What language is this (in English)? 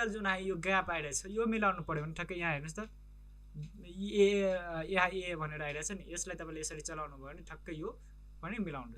Nepali